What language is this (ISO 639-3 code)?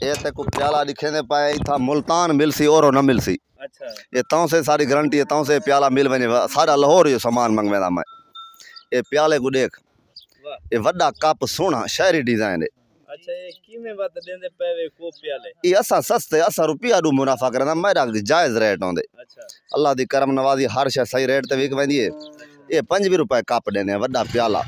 skr